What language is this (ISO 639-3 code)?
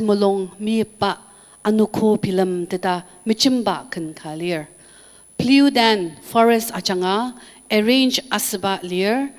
njo